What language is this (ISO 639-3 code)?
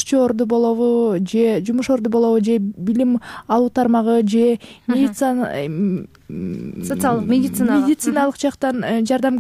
kir